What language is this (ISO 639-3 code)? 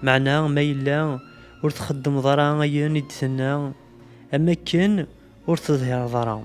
kab